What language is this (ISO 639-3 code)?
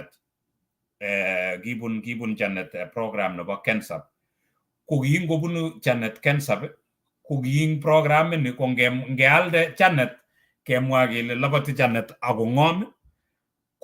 kln